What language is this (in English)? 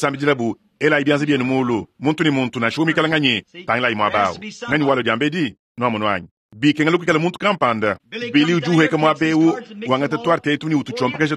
Luba-Lulua